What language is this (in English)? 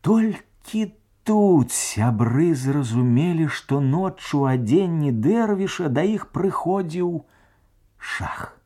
Belarusian